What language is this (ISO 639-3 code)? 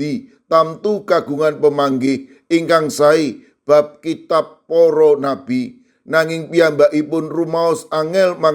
jav